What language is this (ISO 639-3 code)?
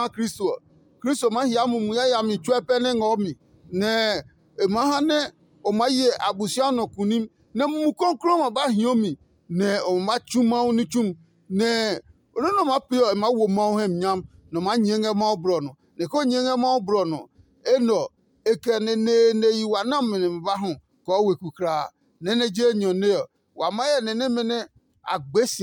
ada